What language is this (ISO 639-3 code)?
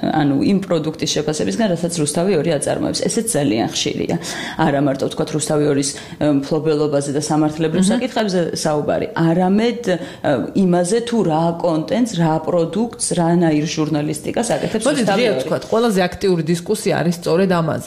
kat